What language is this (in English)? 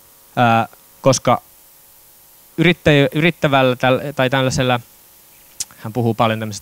Finnish